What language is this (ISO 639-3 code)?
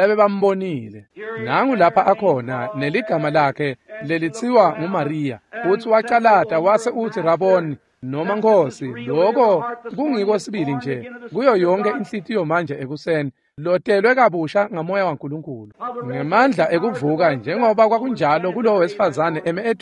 ssw